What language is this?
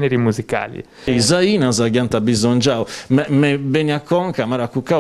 Sardinian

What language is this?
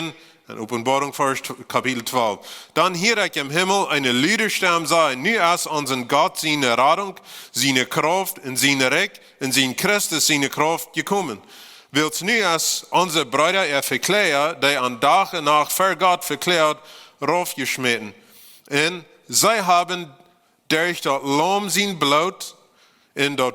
Plautdietsch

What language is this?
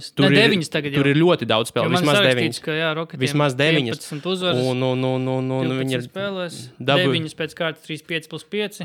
Latvian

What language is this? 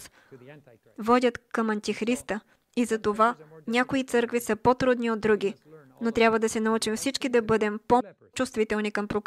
Bulgarian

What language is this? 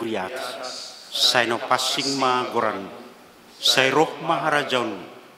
Batak Simalungun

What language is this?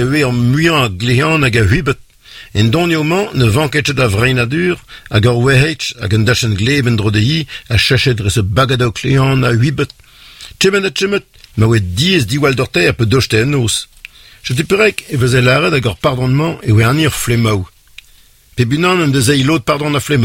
Breton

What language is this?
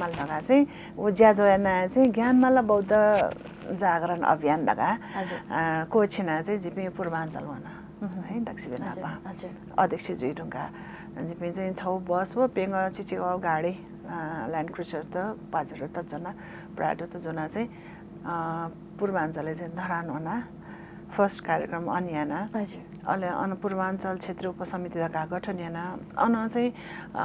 Newari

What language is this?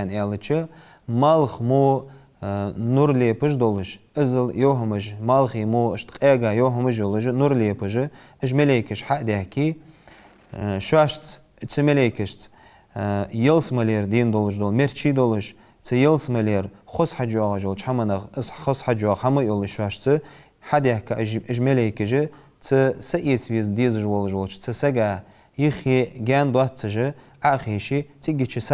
Ingush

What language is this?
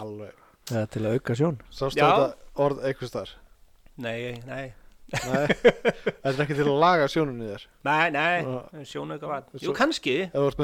Icelandic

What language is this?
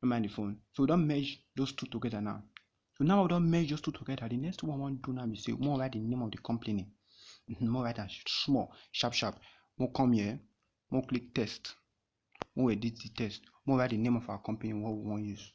Nigerian Pidgin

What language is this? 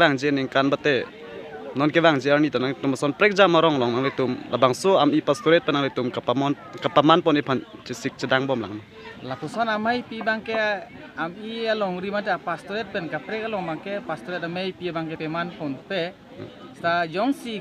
Karbi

